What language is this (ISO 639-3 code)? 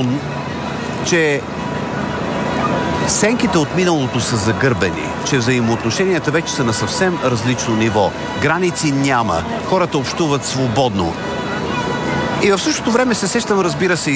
bul